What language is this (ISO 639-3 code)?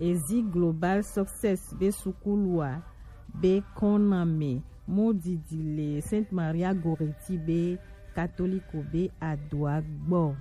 gej